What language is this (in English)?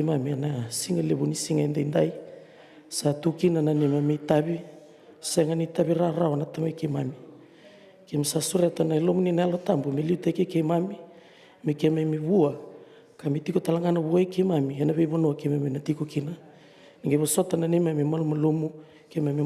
Fijian